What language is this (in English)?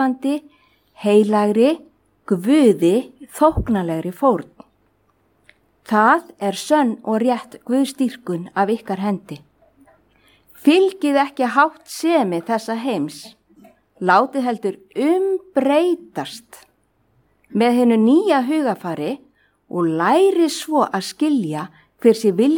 Icelandic